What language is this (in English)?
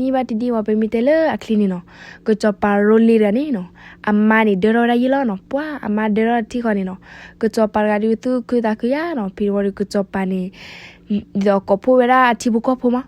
S'gaw Karen